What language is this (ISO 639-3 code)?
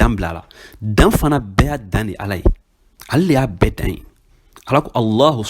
bam